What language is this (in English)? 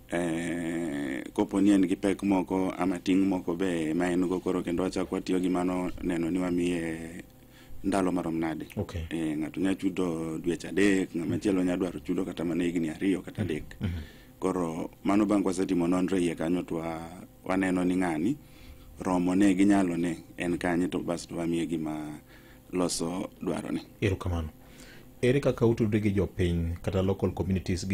Luo (Kenya and Tanzania)